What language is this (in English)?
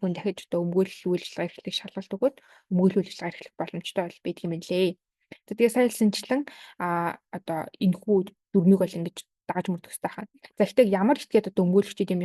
Mongolian